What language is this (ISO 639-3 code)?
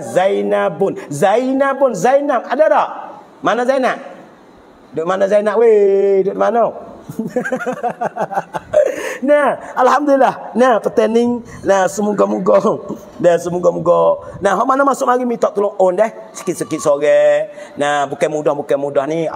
mfa